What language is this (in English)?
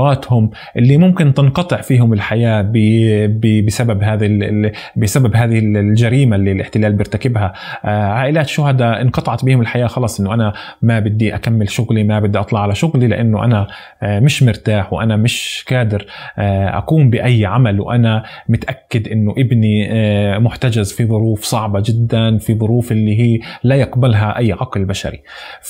North Levantine Arabic